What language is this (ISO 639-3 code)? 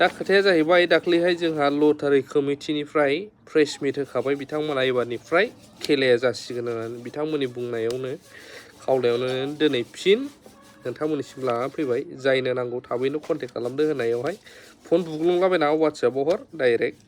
brx